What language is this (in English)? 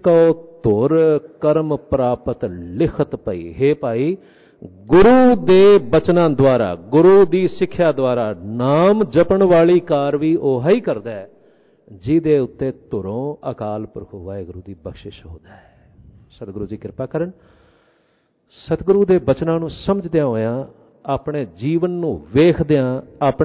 Punjabi